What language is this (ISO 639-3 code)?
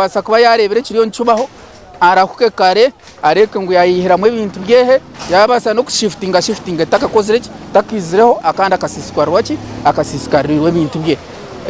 nyn